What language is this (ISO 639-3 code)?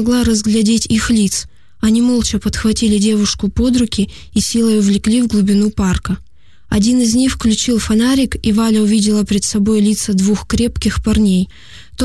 rus